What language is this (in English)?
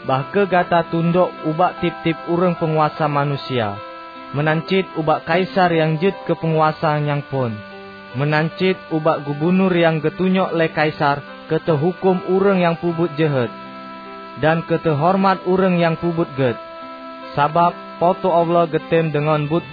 Achinese